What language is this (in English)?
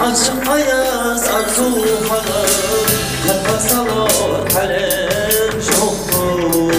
Kara-Kalpak